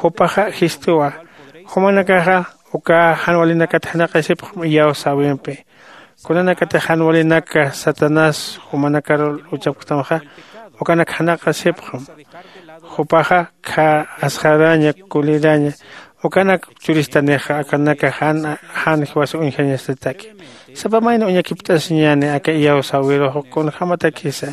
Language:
Aymara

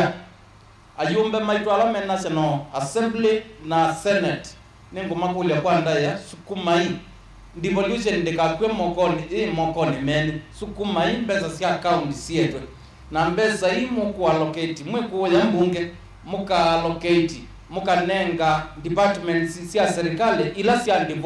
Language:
Kamba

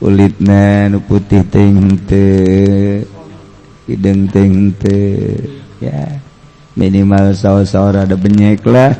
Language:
Sundanese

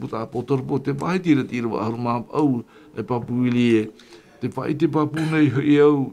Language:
Tahitian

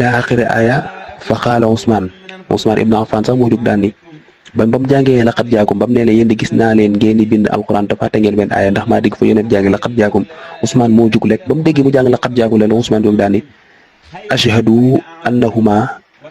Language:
Wolof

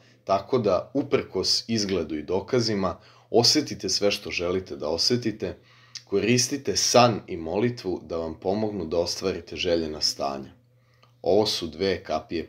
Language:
Serbian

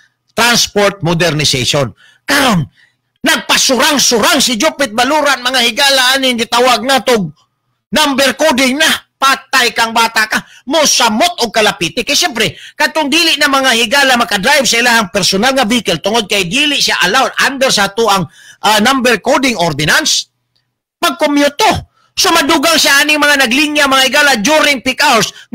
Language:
Cebuano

